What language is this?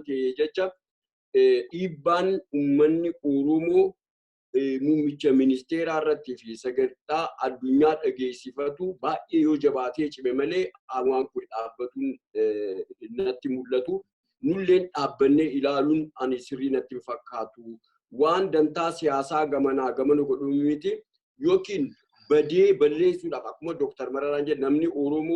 Oromo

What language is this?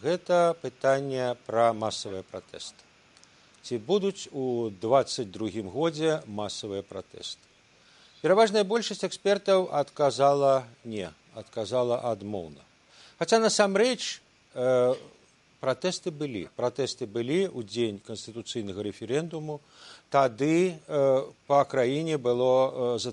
Belarusian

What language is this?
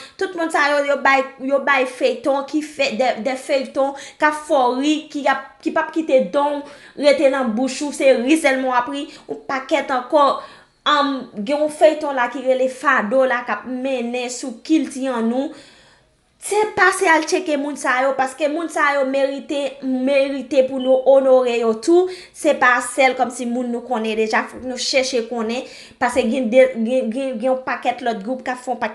Haitian Creole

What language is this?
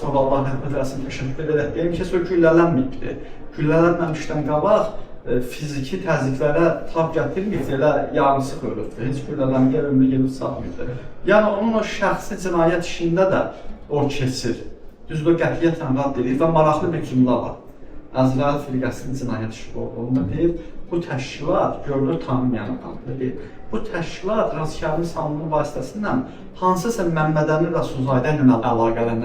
Azerbaijani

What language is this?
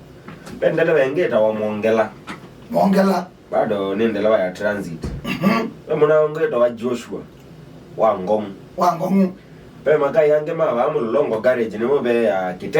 Kamba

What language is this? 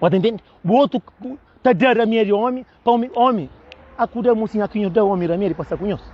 Kabuverdianu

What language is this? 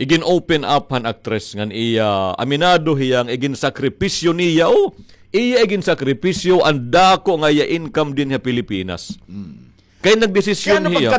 Waray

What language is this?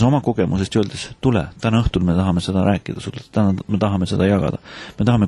Estonian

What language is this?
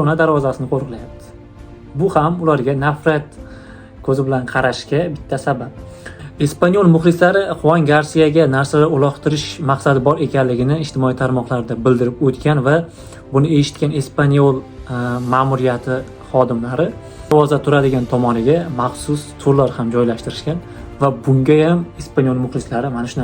Uzbek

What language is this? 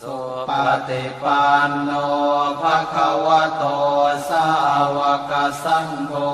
Pali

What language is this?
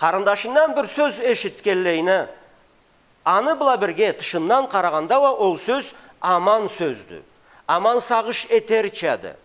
Karachay-Balkar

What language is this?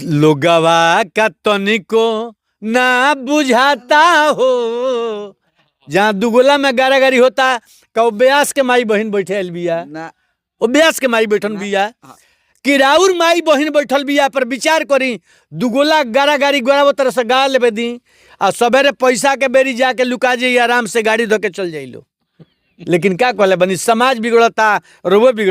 Bhojpuri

